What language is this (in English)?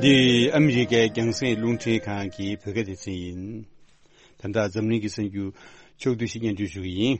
Tibetan